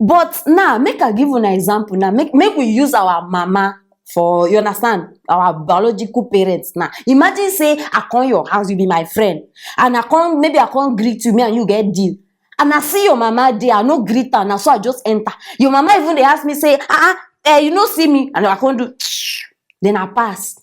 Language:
Nigerian Pidgin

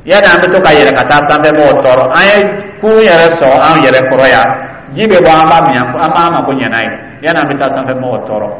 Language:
Dyula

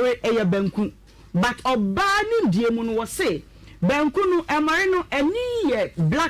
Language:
Akan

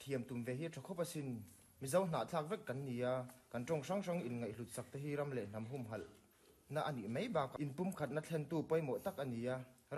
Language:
Mizo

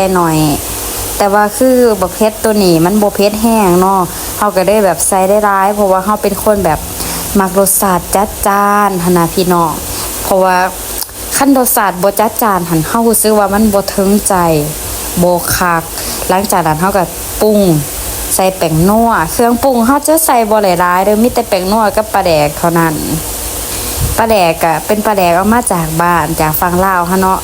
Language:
Lao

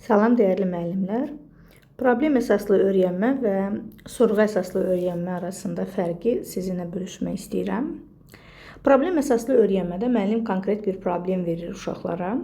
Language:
Azerbaijani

